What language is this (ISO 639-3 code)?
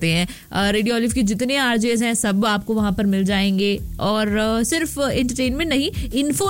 hin